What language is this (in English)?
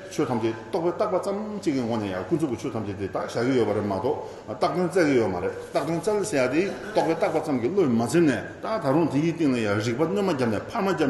Tibetan